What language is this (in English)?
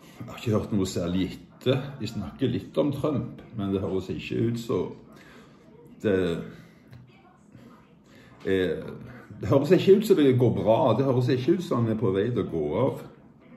Norwegian